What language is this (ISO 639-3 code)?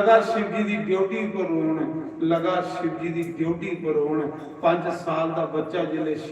doi